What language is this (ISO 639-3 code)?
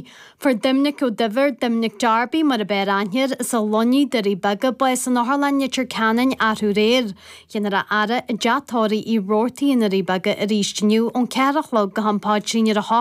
gle